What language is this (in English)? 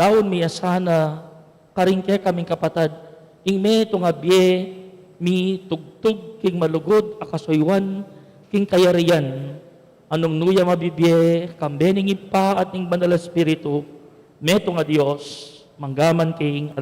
Pampanga